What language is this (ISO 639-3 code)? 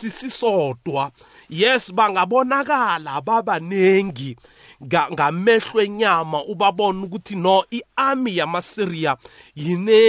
nbl